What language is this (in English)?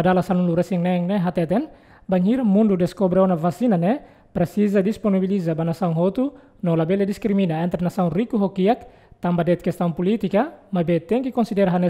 Tetum